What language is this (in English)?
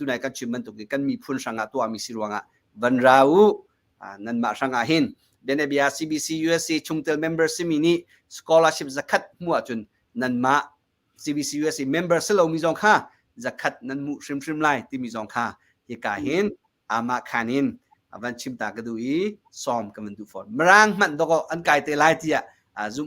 Hakha Chin